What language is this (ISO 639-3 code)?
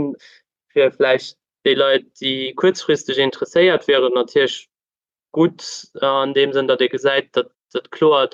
ltz